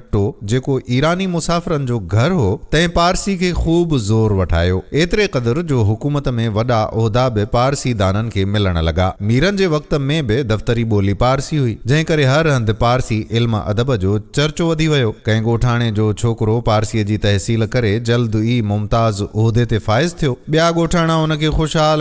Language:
Sindhi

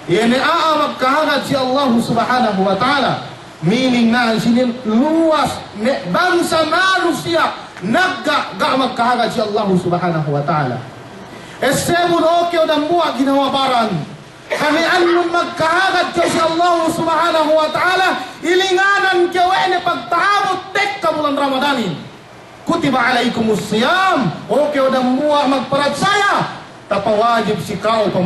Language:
Yakan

